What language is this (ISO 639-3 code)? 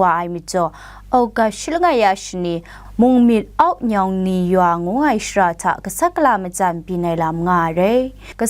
kac